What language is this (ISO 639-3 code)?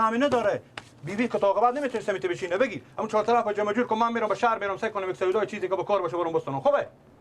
fas